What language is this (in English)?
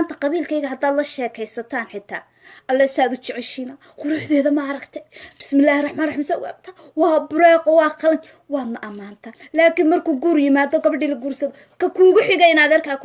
Somali